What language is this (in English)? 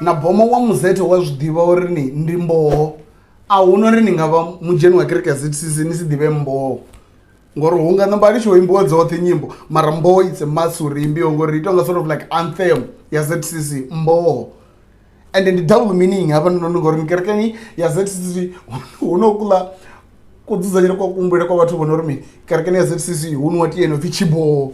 Venda